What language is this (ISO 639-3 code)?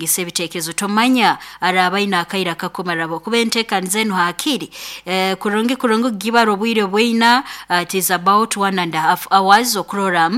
nyo